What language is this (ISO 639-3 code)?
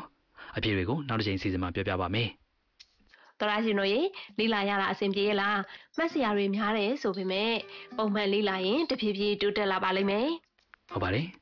mya